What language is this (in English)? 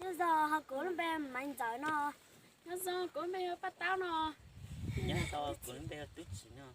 Hmong